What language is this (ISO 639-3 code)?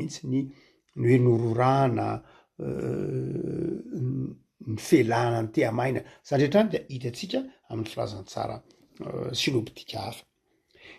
mlg